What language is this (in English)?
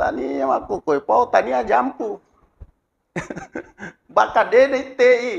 Buginese